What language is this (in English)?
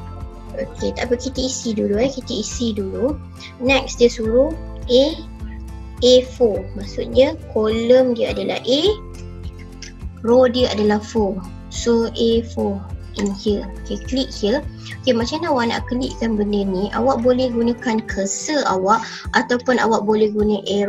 Malay